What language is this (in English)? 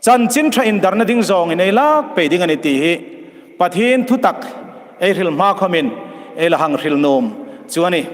Hmar